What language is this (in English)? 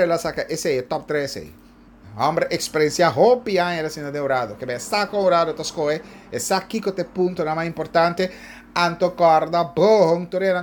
Papiamento